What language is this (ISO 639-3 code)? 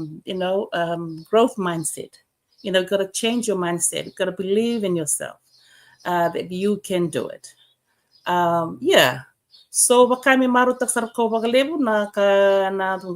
fij